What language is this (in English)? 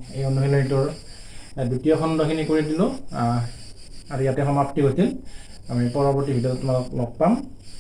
Assamese